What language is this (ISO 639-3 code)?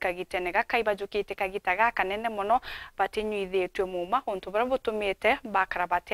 mer